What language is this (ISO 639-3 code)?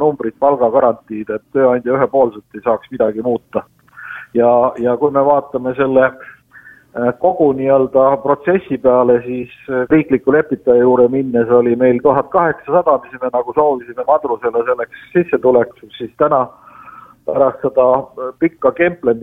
est